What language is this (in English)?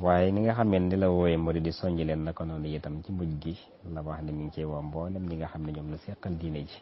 Wolof